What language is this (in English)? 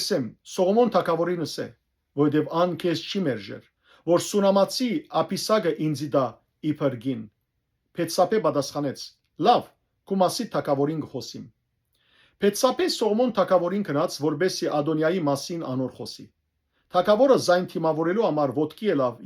Western Armenian